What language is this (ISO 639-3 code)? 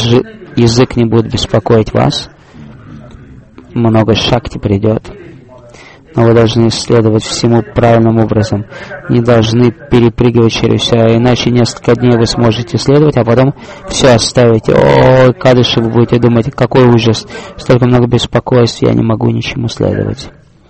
rus